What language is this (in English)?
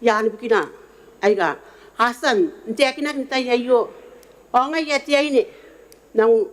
Gilbertese